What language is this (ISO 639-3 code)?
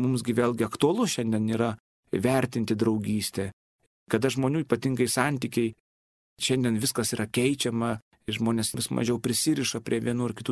lit